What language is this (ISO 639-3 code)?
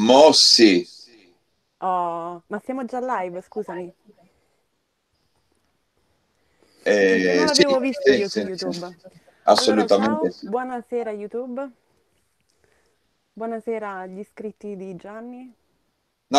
ita